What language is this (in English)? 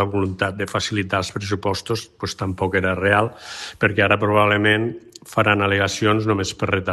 Catalan